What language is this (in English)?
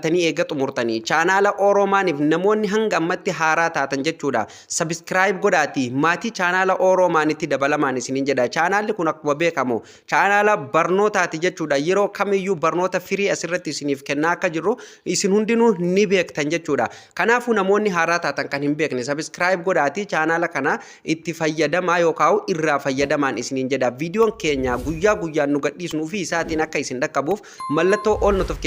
Oromo